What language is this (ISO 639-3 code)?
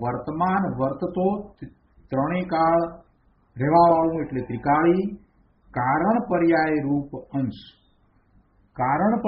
guj